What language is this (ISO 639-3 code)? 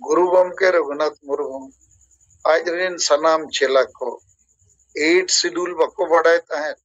sat